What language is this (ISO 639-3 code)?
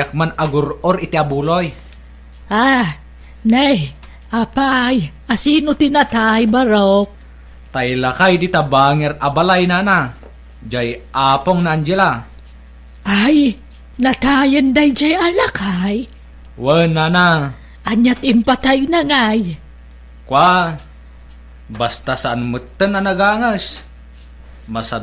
ilo